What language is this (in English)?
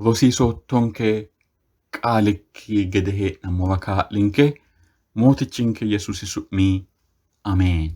Sidamo